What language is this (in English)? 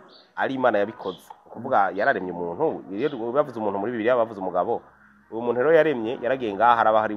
Rundi